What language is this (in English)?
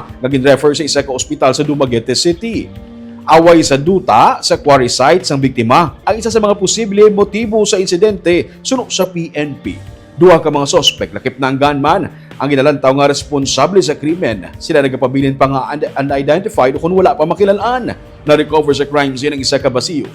Hiligaynon